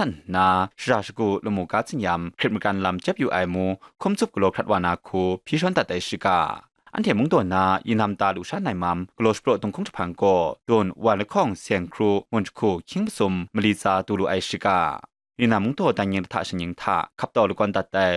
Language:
Kachin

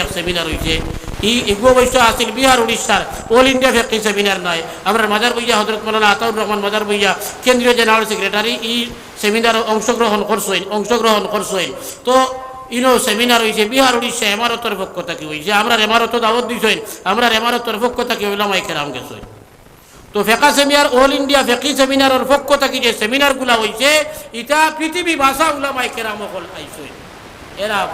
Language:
Sylheti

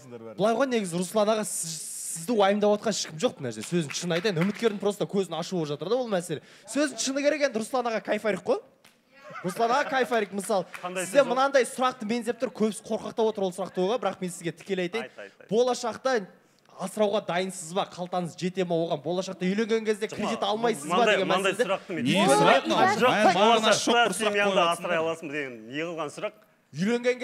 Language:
Kazakh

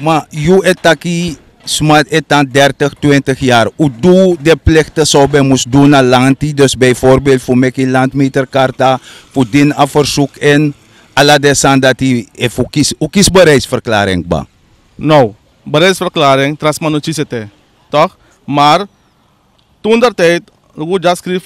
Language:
Sranan Tongo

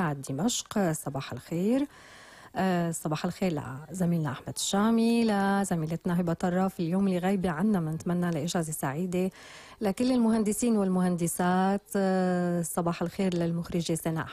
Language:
North Levantine Arabic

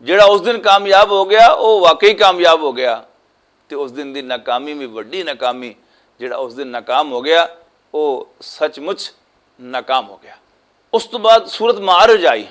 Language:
Western Panjabi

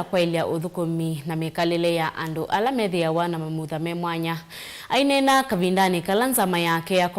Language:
Kamba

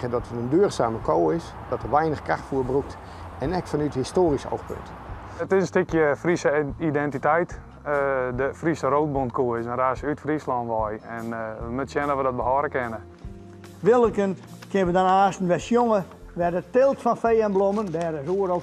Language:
Western Frisian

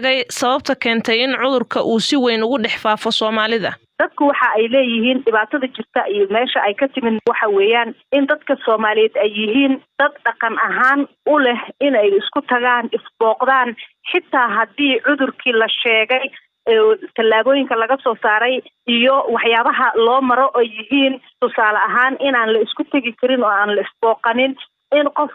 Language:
Somali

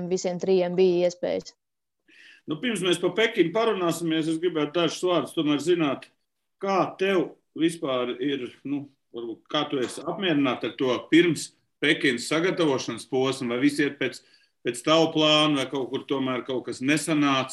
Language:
Latvian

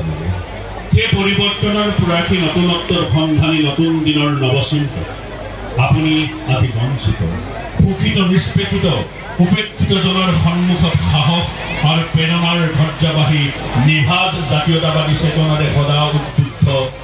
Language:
Assamese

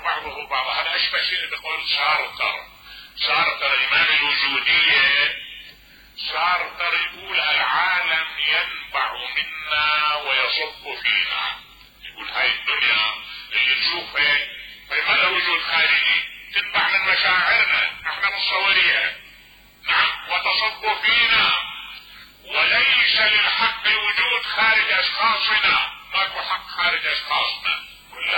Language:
Mesopotamian Arabic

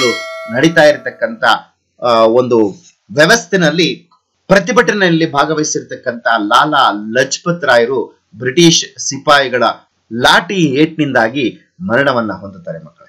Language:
Kannada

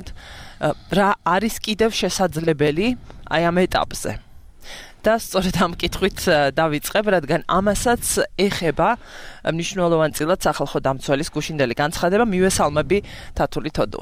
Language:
Georgian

